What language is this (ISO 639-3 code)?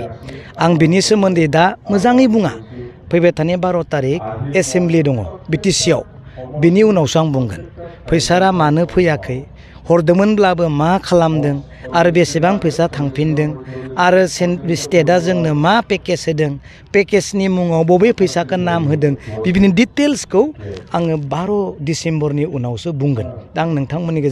brx